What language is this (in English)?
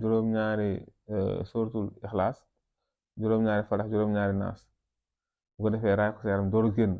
Wolof